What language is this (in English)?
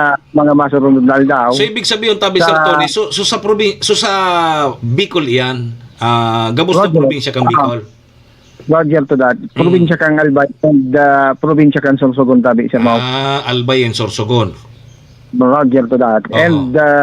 Bikol